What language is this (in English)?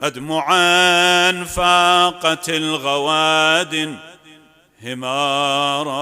Mesopotamian Arabic